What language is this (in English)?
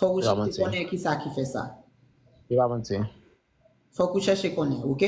Haitian Creole